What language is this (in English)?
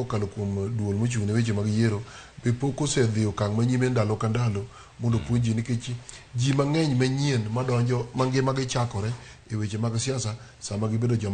Luo (Kenya and Tanzania)